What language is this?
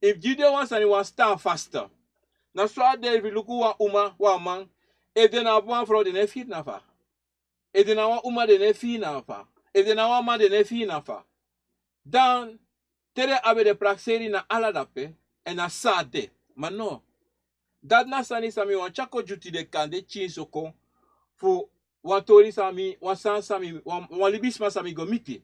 Sranan Tongo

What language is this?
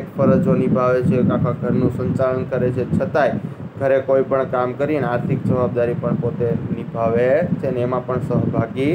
Gujarati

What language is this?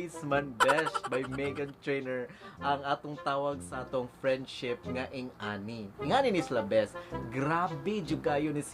Cebuano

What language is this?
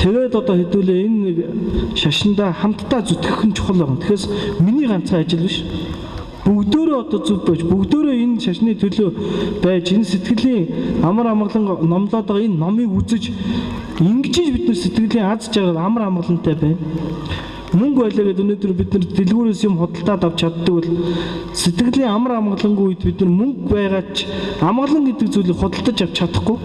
Mongolian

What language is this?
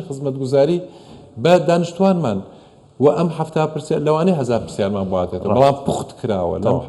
Central Kurdish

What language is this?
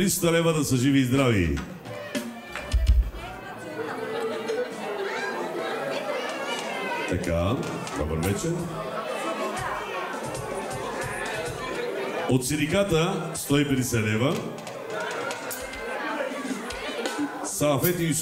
Bulgarian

